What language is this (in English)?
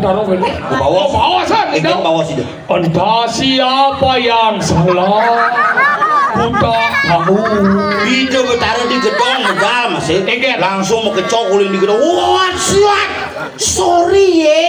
Balinese